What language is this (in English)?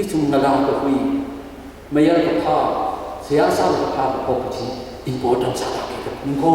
Tangkhul Naga (India)